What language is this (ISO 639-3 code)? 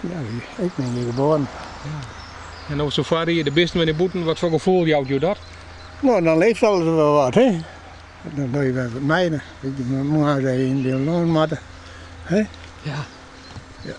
fry